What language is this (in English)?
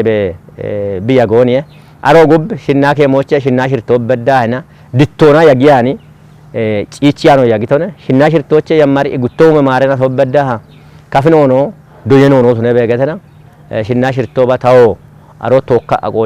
Kafa